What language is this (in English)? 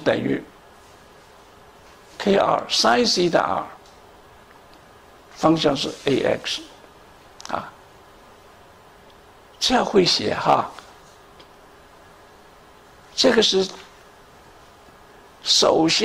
Chinese